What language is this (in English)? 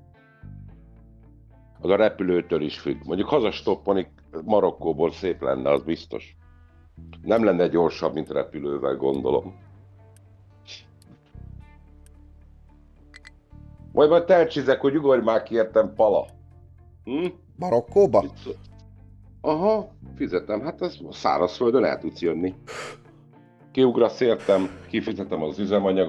Hungarian